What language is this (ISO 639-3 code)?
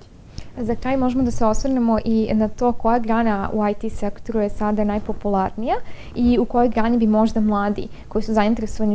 srp